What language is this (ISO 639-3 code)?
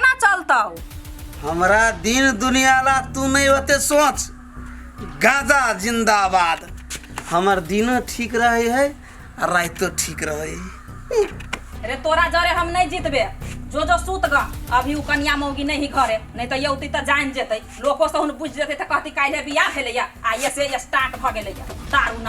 mai